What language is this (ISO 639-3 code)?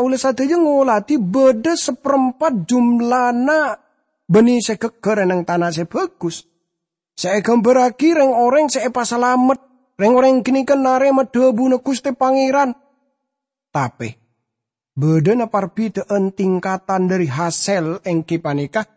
mad